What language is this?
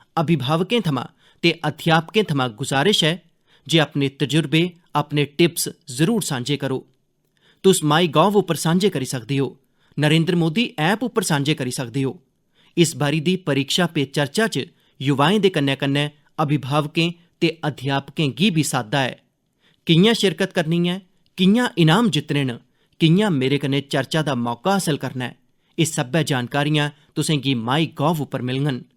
Dogri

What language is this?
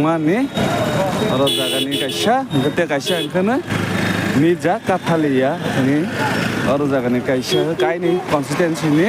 Kok Borok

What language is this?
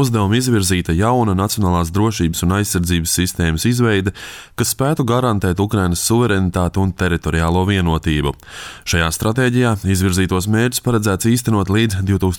Latvian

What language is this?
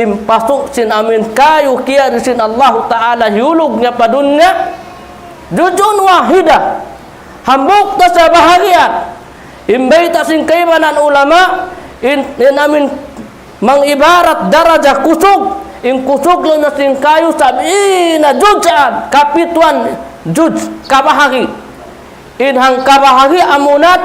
Tausug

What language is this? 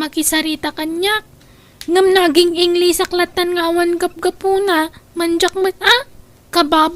Iloko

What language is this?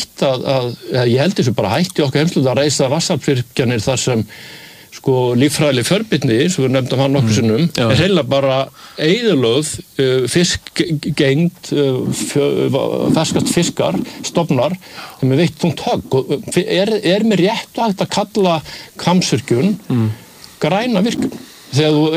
Icelandic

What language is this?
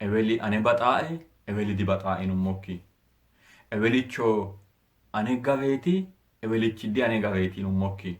Sidamo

